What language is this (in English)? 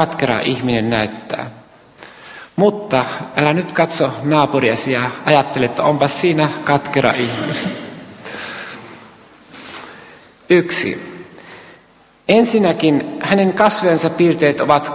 Finnish